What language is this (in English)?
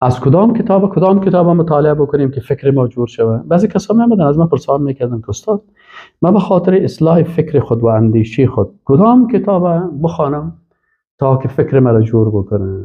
Persian